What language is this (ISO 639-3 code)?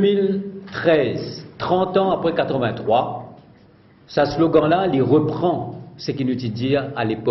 mfe